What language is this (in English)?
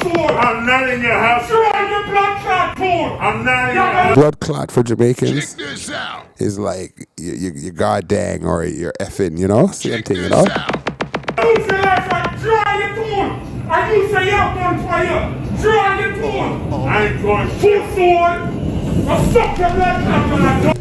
Jamaican Creole English